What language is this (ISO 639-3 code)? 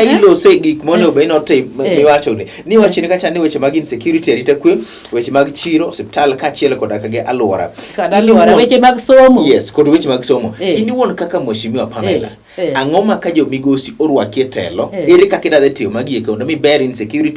luo